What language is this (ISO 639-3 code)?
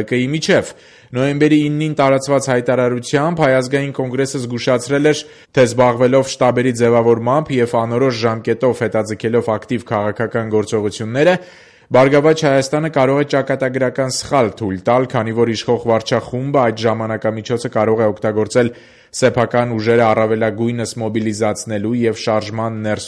hye